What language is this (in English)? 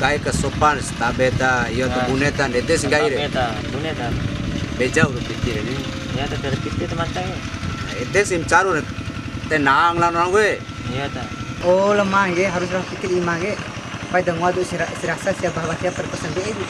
Bima